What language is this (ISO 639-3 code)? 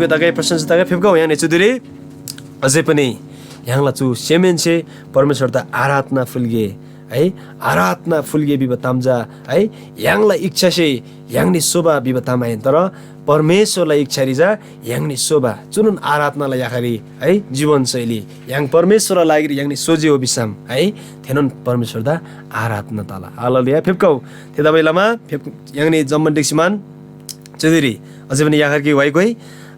taj